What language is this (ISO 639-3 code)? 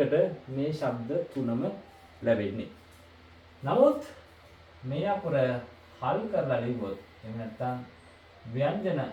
sin